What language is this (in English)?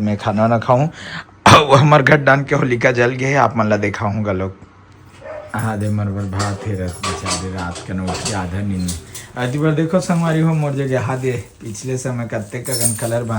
Chhattisgarhi